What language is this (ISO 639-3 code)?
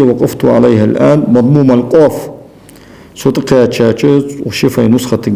inh